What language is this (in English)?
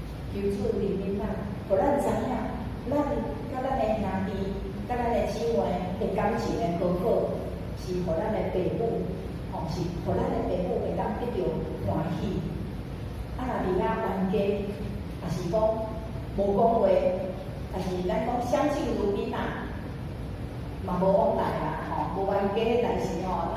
Min Nan Chinese